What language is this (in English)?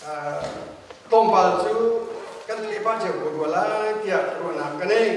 Hakha Chin